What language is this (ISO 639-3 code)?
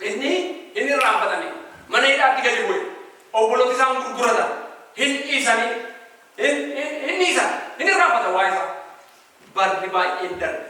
orm